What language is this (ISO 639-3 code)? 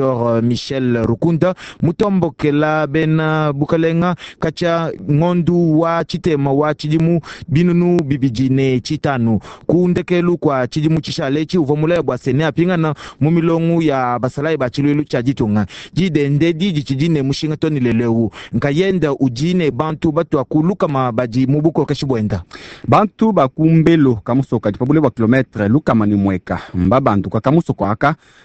lua